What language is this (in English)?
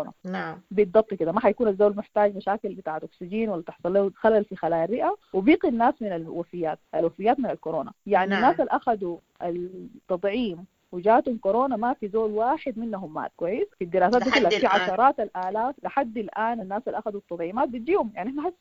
Sudanese Arabic